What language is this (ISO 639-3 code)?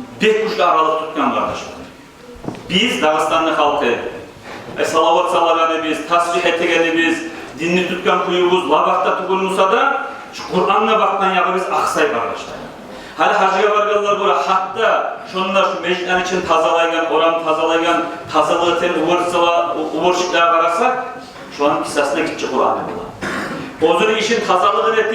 kum